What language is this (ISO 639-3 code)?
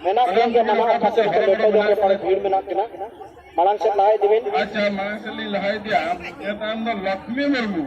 sat